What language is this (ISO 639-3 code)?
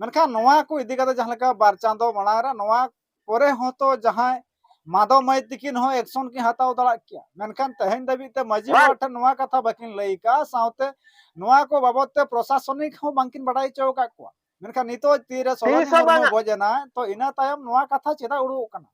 sat